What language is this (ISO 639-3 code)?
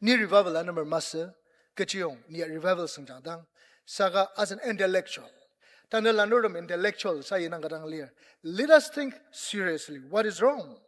njo